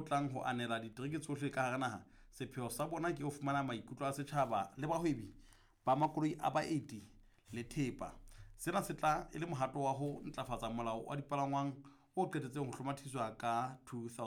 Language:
Southern Sotho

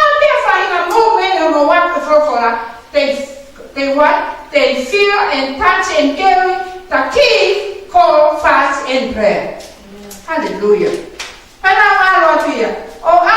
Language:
Tongan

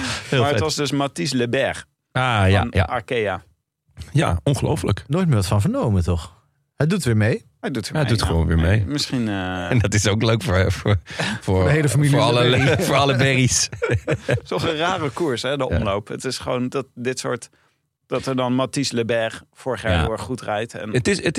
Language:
Dutch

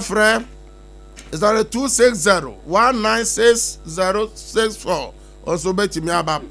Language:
Akan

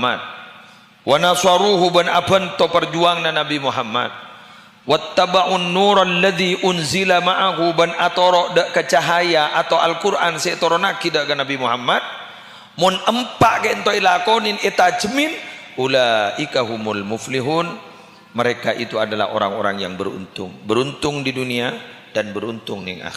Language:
Madurese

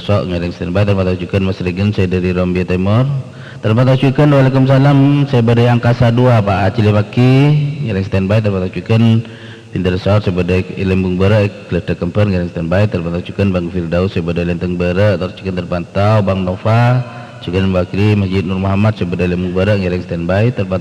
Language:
Madurese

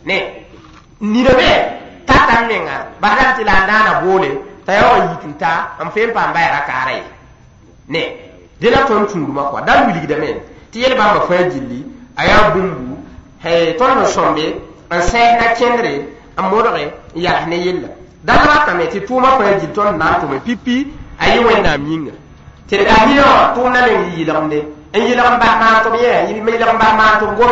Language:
Mossi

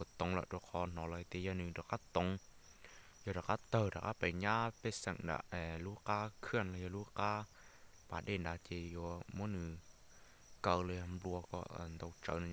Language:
Hmong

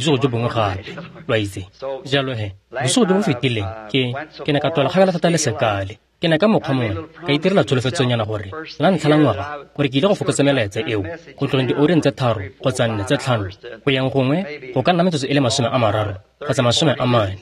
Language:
Tswana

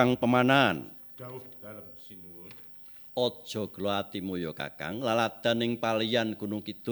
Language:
Javanese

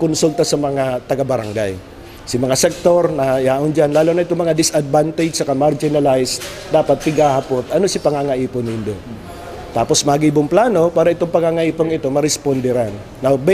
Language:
Bikol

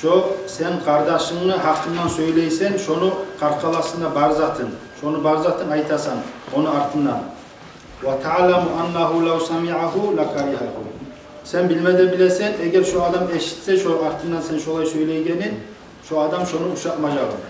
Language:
Kumyk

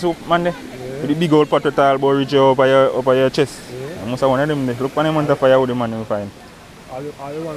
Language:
Jamaican Creole English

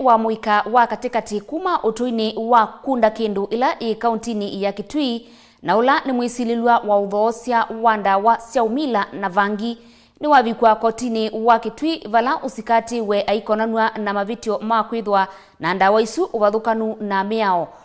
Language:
Kamba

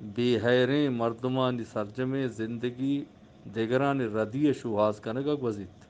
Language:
Eastern Balochi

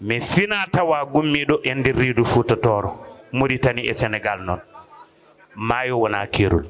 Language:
Fula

